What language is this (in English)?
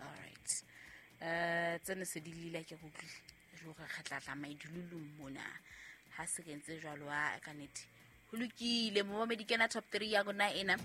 Southern Sotho